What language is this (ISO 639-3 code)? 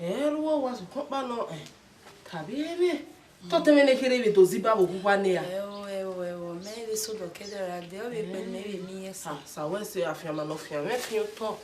bin